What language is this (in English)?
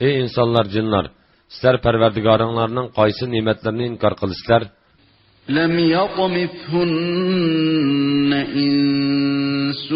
Uyghur